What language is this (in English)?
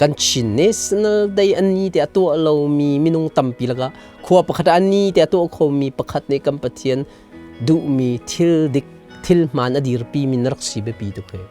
Hakha Chin